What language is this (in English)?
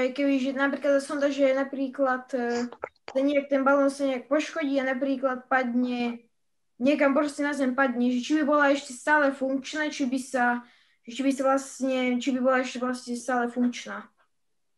Slovak